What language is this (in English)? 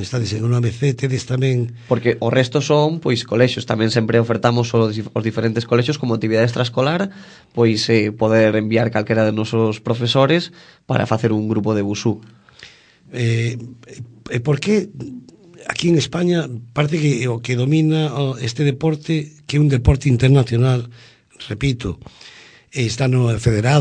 Galician